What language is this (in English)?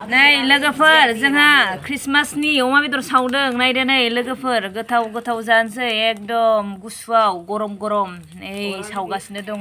Bodo